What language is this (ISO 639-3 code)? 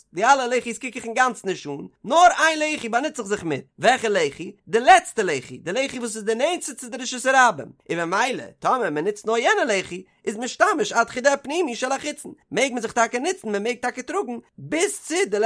yid